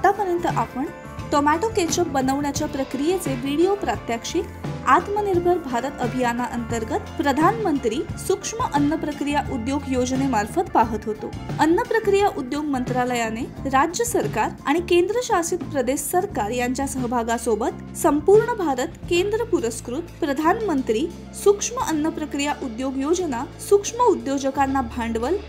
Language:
Marathi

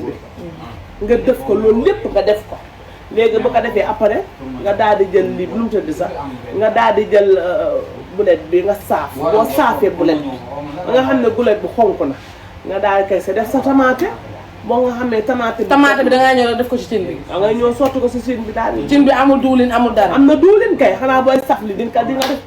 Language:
Wolof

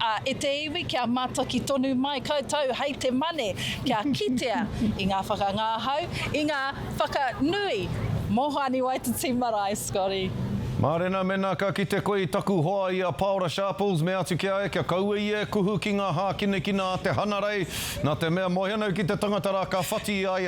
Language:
Māori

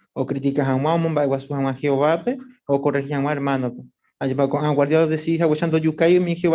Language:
Guarani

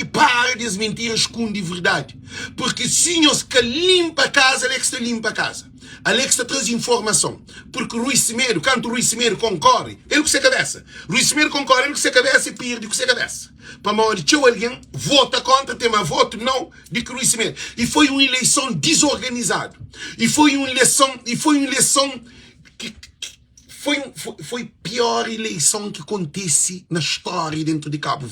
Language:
Kabuverdianu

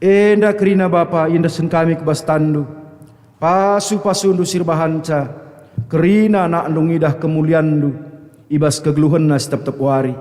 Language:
Batak Karo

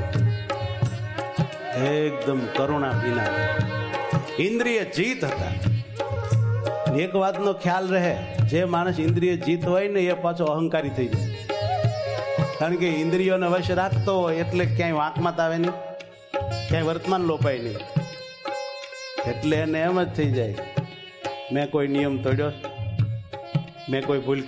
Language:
Gujarati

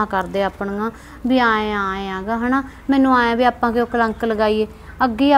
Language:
Punjabi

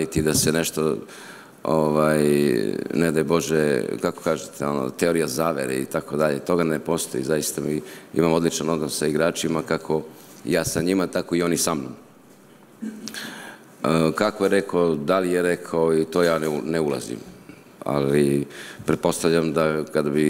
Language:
Serbian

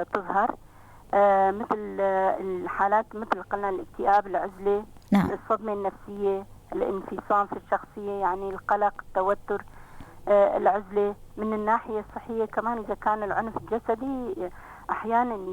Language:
North Levantine Arabic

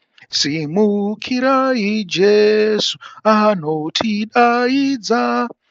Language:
Shona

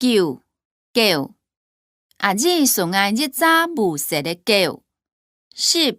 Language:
Hakka Chinese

